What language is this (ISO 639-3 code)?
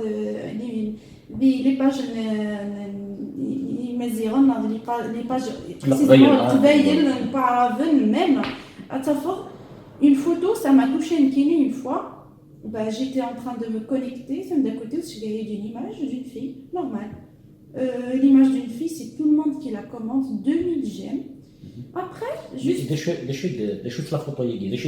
kab